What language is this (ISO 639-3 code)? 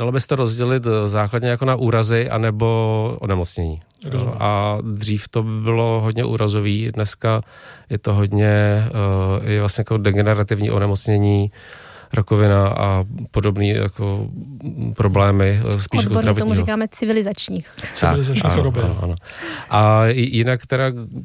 ces